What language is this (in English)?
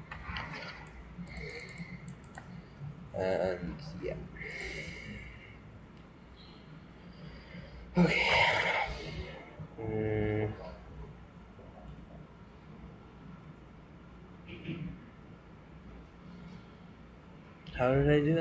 English